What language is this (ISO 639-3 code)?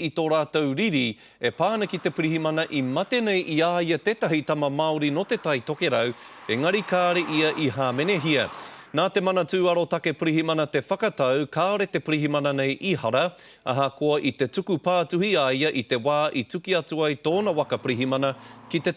mri